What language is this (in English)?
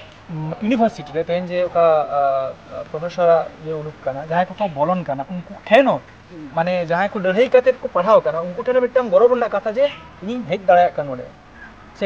Santali